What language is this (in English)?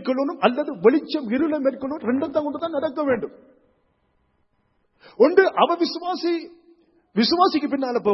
Tamil